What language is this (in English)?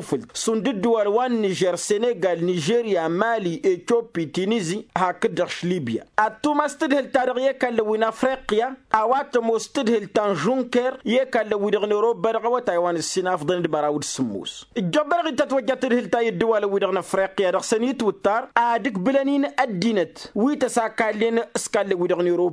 Tamasheq